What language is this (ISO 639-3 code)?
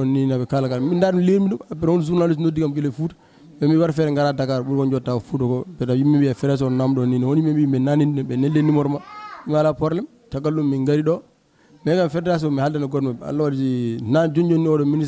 ful